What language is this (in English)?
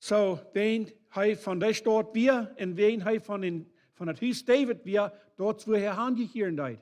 Plautdietsch